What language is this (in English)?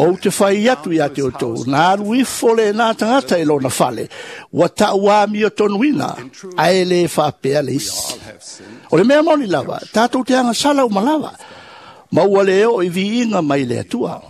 Samoan